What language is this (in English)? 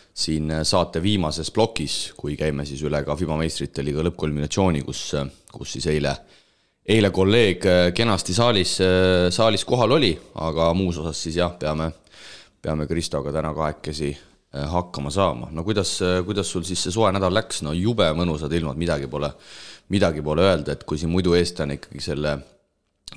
Estonian